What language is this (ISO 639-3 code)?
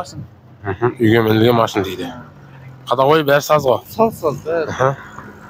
kaz